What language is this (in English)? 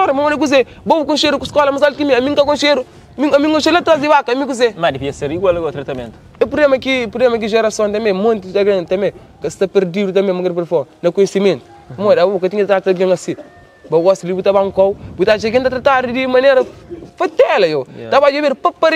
Kabuverdianu